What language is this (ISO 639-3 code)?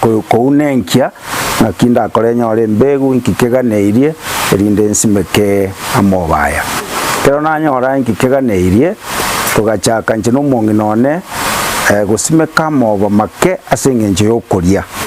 guz